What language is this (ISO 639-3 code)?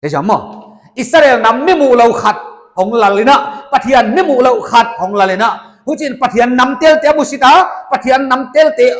pck